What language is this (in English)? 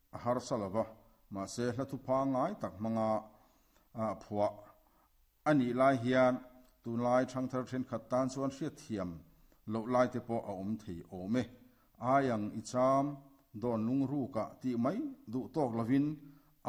Mizo